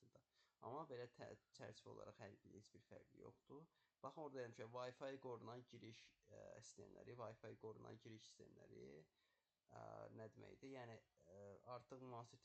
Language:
Azerbaijani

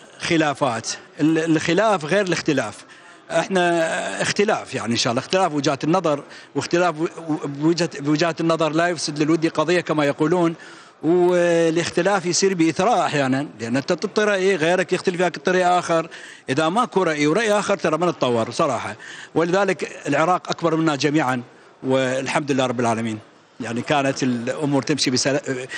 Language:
Mesopotamian Arabic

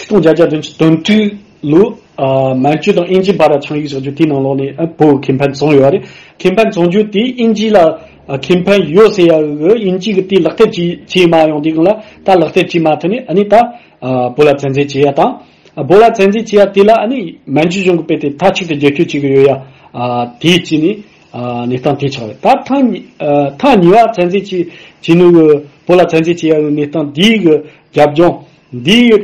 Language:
Tibetan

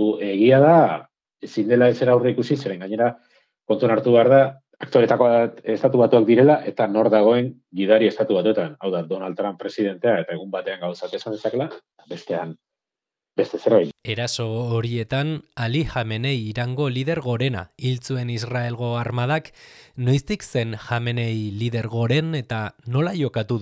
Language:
Basque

